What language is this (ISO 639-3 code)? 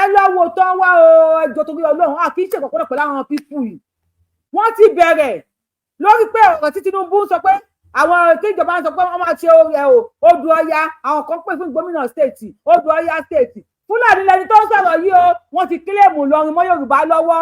yor